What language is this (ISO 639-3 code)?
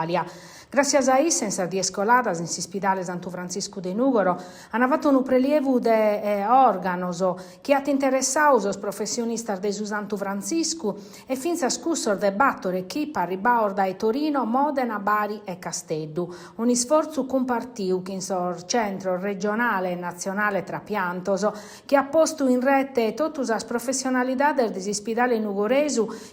srd